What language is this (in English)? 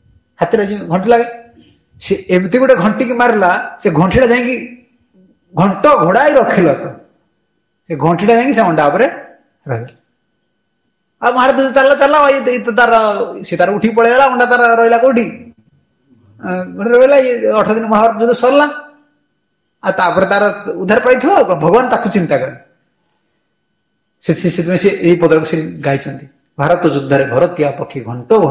Odia